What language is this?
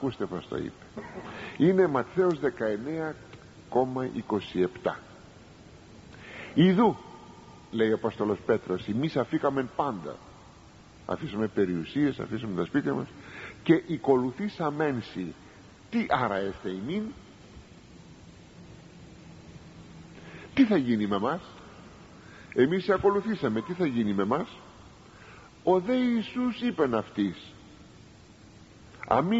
Greek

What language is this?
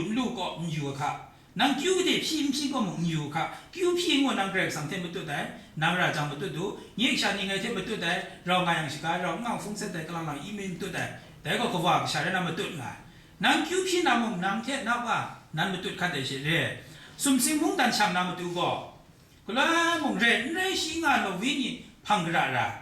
Kachin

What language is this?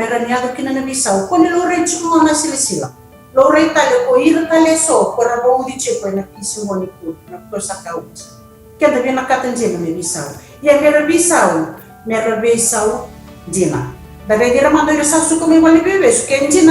Fijian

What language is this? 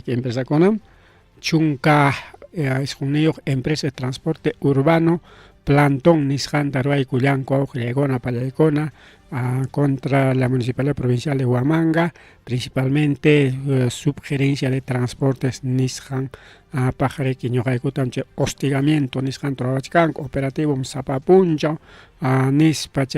Ayacucho Quechua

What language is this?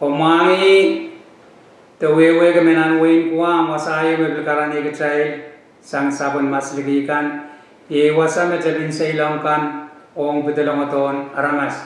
Pohnpeian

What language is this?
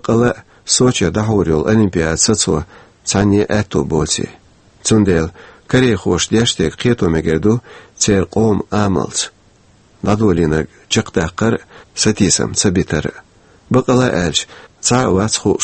Chechen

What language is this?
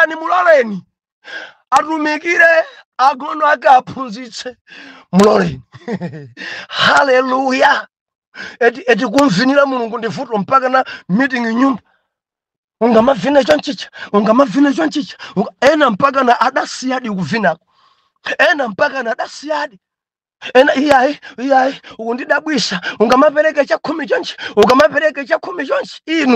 Nyanja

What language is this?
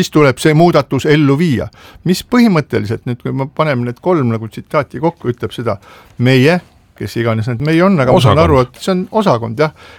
Estonian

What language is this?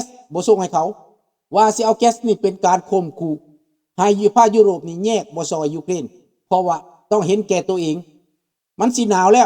Lao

